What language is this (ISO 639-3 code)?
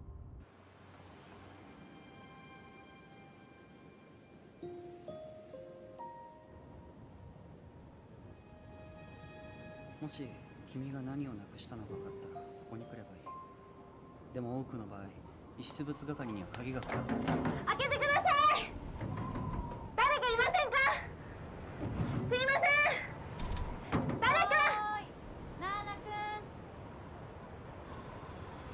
jpn